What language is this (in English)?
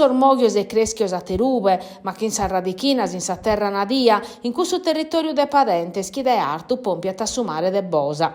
Sardinian